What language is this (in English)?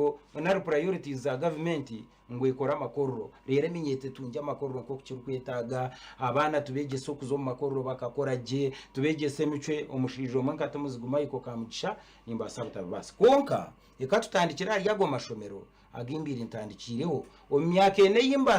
Nyankole